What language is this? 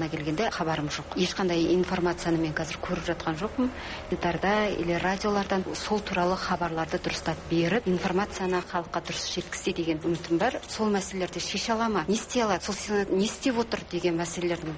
Kazakh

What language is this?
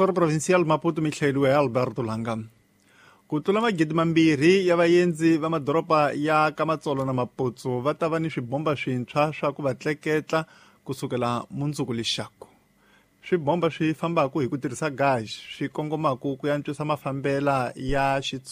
Tsonga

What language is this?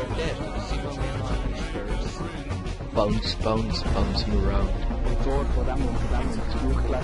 Swiss German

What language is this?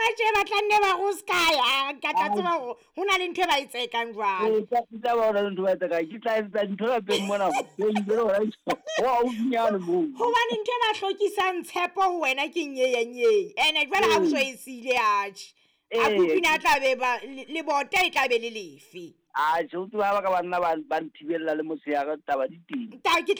Southern Sotho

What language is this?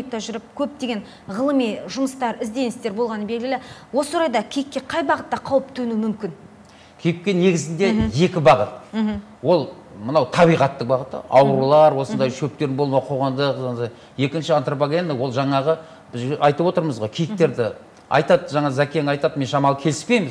Kazakh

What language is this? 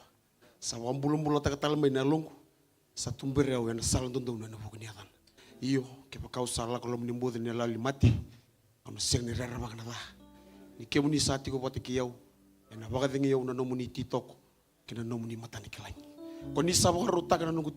Fijian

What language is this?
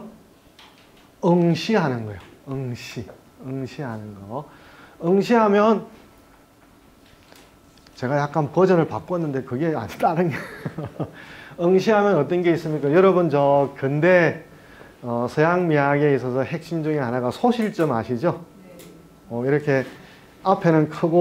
Korean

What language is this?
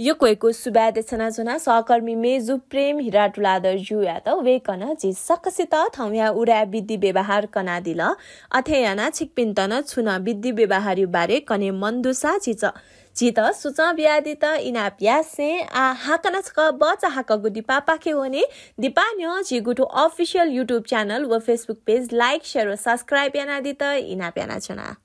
Newari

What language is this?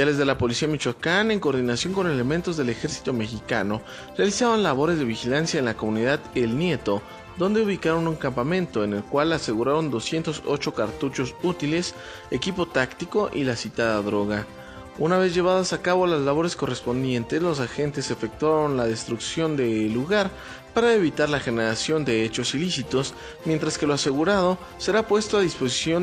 Spanish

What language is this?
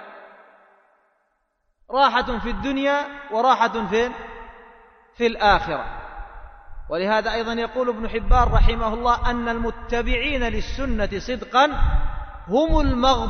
Arabic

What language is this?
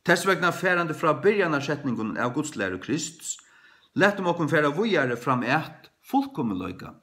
Faroese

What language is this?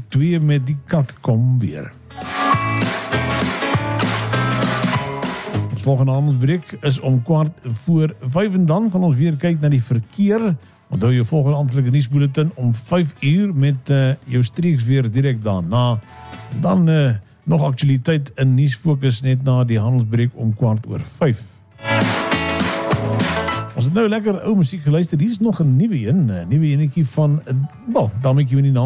Afrikaans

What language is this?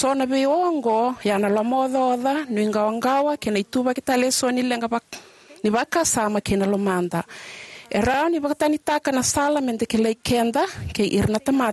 Fijian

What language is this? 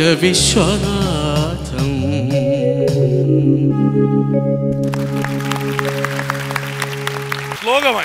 Malayalam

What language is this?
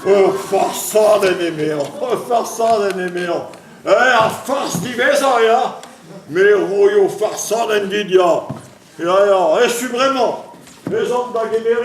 Breton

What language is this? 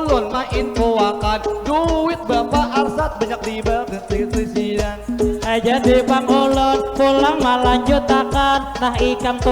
Banjar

